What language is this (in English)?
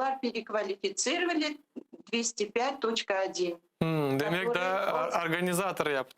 Crimean Tatar